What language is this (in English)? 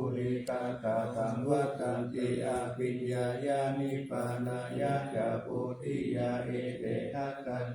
Pali